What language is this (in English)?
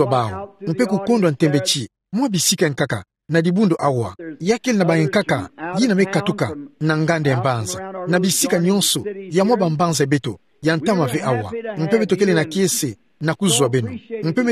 Kituba (Democratic Republic of Congo)